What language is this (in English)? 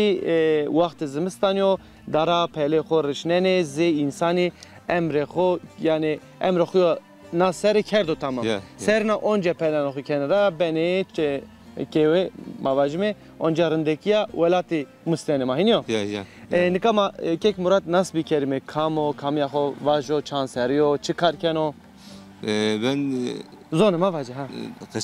Zaza